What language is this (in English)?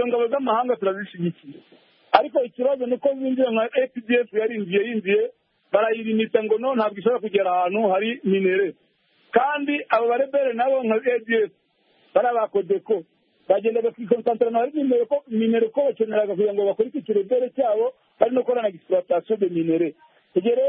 Kinyarwanda